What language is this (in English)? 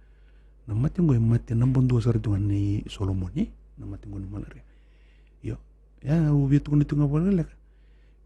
Fijian